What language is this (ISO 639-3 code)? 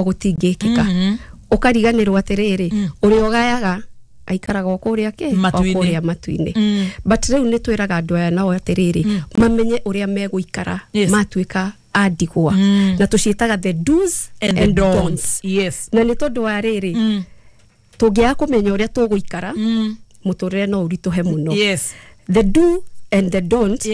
kik